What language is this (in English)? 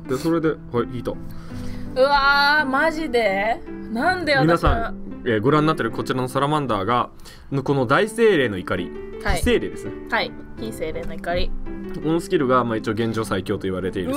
Japanese